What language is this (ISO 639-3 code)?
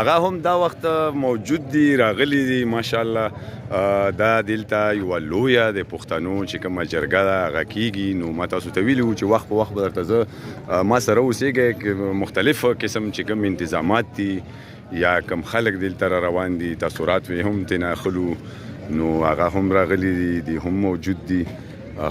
pus